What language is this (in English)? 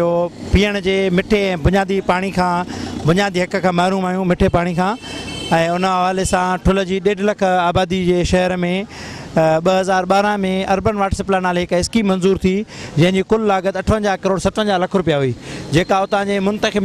Sindhi